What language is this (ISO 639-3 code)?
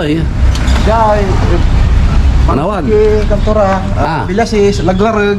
pag